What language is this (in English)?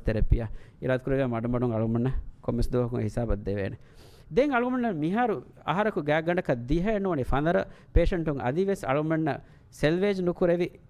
Divehi